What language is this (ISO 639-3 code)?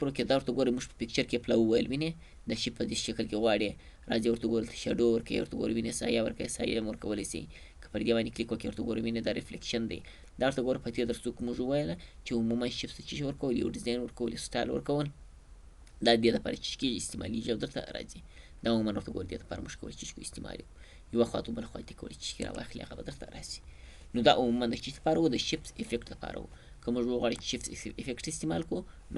pus